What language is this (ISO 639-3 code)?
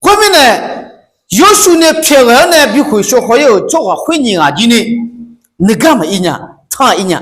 ahk